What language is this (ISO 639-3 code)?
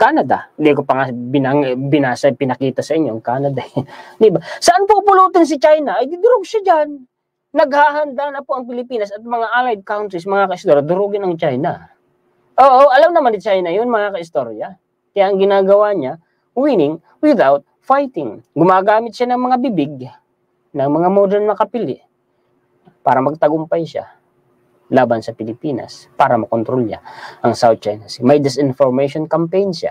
fil